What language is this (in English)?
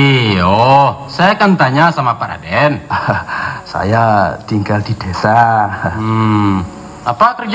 Minangkabau